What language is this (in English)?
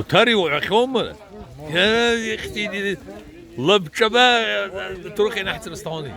Abkhazian